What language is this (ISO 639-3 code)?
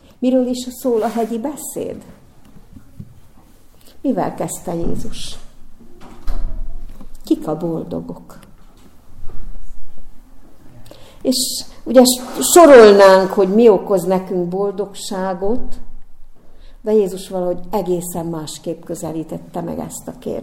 hun